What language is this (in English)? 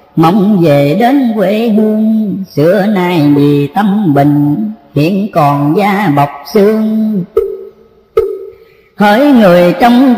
Vietnamese